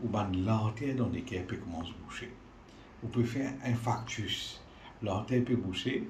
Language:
Morisyen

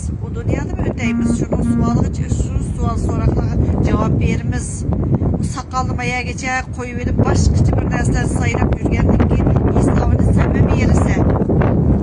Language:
Uyghur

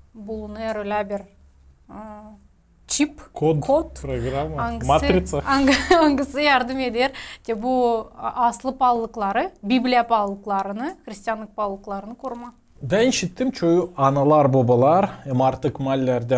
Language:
Gagauz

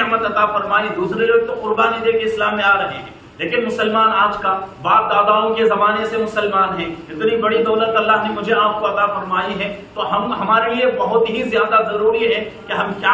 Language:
Urdu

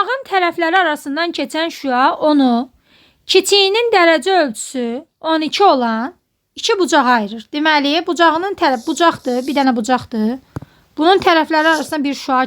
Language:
Azerbaijani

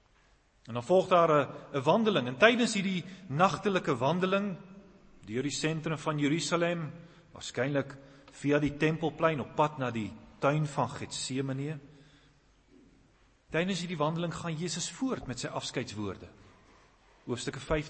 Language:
Afrikaans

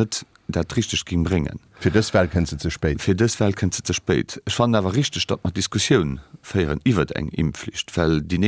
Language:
Luxembourgish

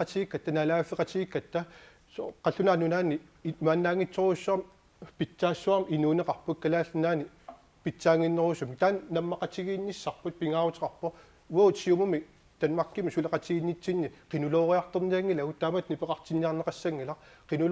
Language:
Kalaallisut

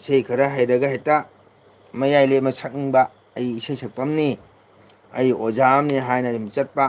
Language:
Manipuri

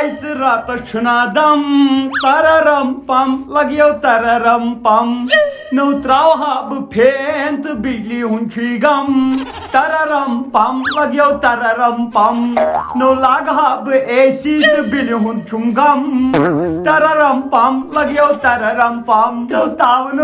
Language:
Kashmiri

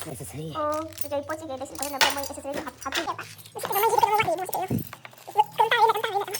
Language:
Manipuri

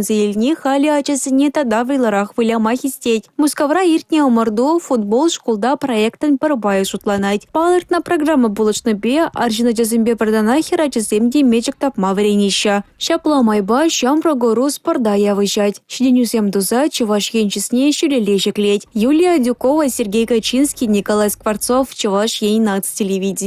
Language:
Chuvash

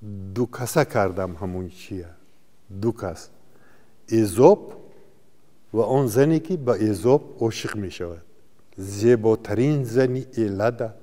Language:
Tajik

